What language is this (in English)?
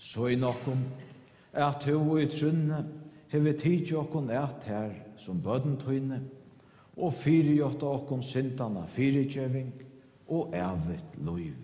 Faroese